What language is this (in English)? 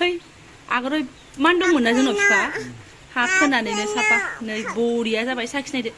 Bodo